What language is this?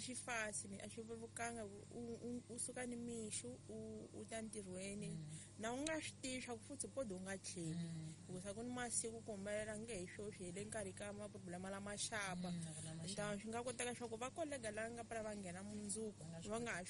Tsonga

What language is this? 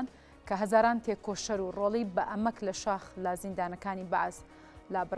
Central Kurdish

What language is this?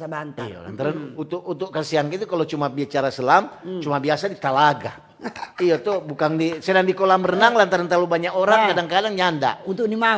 Manado Malay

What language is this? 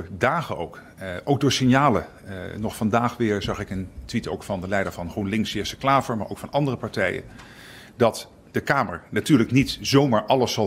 Dutch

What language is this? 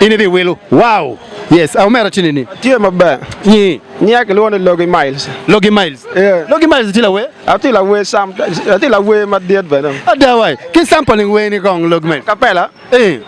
Acoli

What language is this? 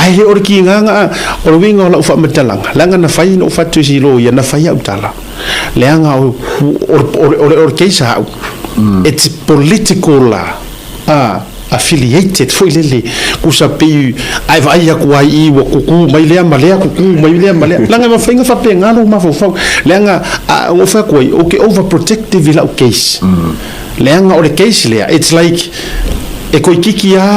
Samoan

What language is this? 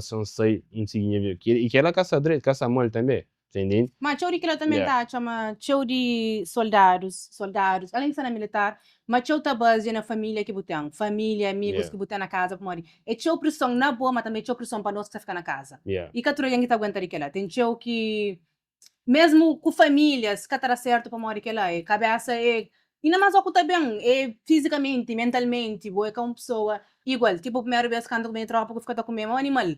Kabuverdianu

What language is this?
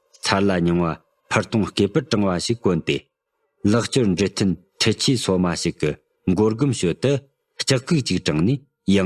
Tibetan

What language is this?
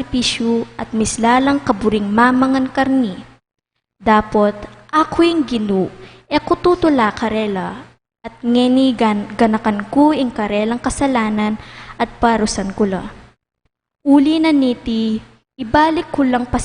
Pampanga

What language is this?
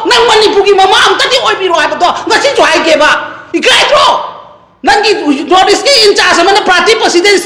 Manipuri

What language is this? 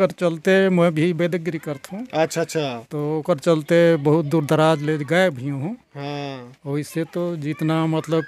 Chhattisgarhi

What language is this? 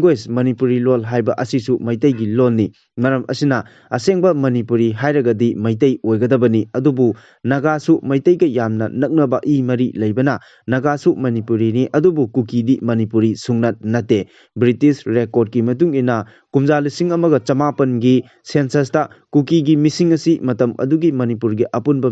Manipuri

